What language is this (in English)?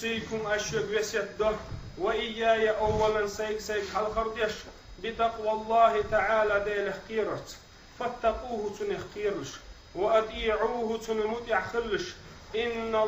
Chechen